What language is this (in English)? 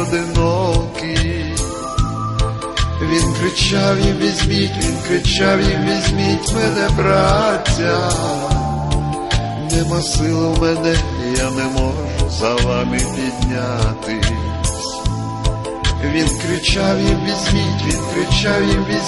Ukrainian